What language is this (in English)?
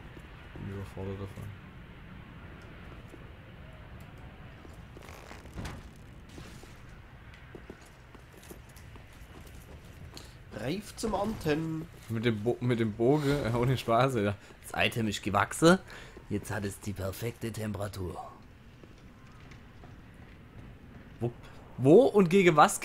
German